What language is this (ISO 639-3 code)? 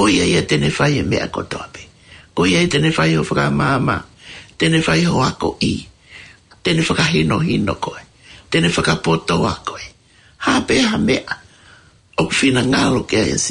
ton